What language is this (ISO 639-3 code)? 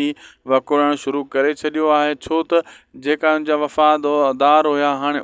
snd